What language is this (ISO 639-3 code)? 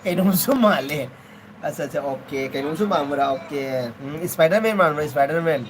mni